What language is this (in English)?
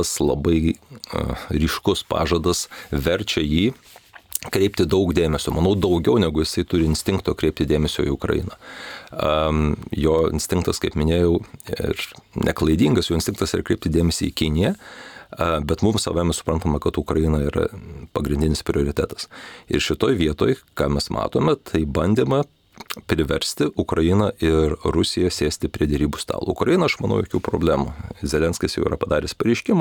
Lithuanian